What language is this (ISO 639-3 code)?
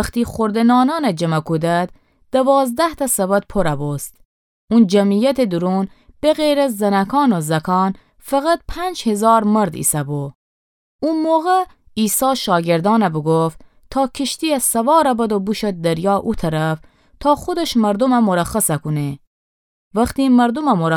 glk